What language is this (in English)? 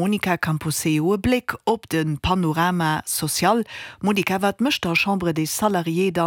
Luxembourgish